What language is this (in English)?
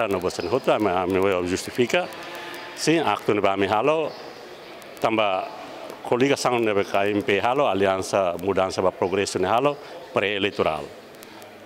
Tetum